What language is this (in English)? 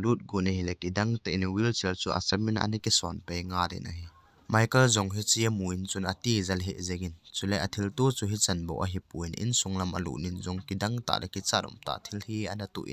Thado Chin